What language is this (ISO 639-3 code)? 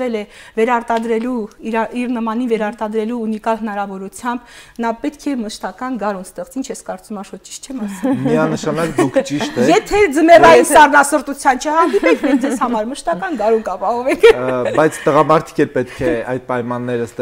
hye